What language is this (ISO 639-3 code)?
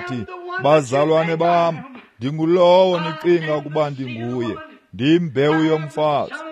xho